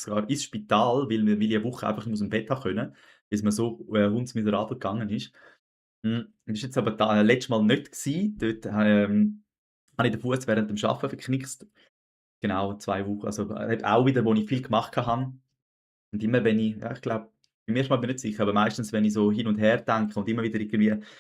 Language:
Swiss German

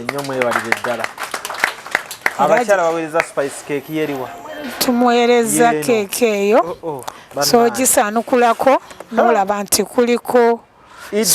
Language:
Ganda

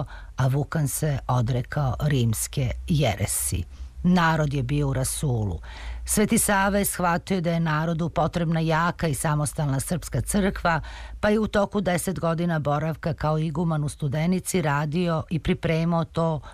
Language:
Serbian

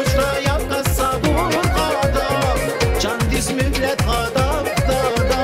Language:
Tabassaran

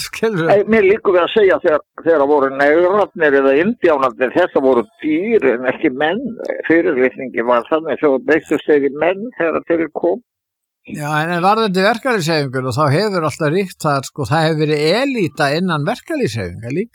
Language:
Icelandic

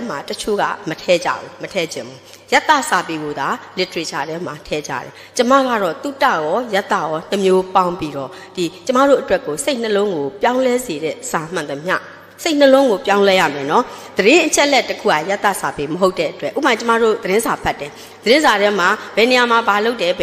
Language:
Burmese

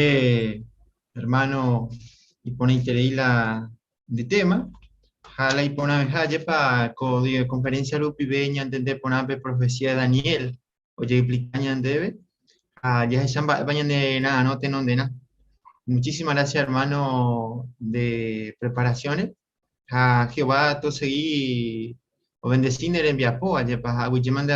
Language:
Guarani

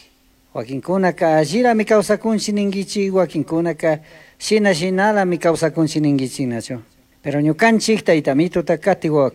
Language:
Chimborazo Highland Quichua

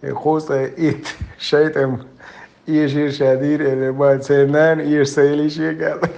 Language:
Chechen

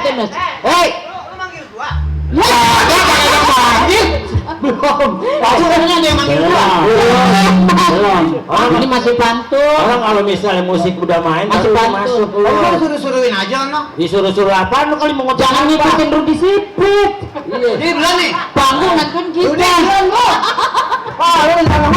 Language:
Betawi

